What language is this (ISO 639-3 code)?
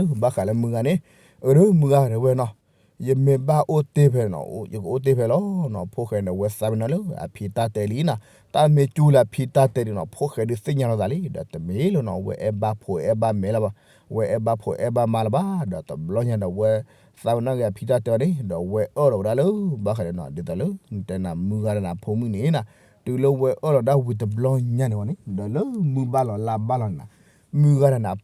ksw